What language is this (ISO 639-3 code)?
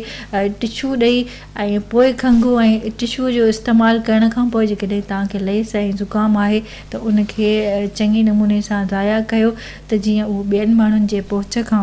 snd